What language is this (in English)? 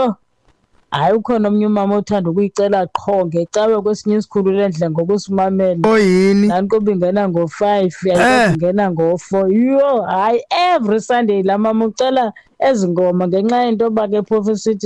Xhosa